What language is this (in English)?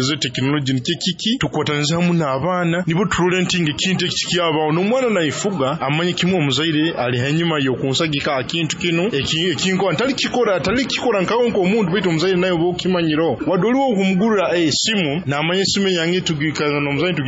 Nyoro